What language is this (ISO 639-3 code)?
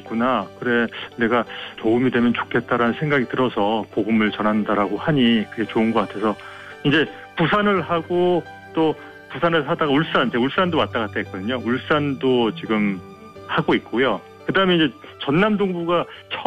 kor